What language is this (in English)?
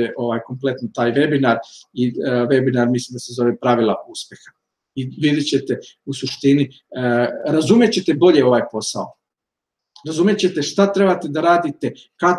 Serbian